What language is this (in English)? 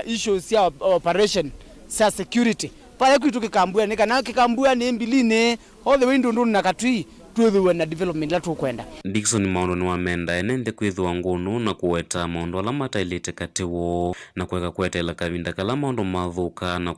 Kamba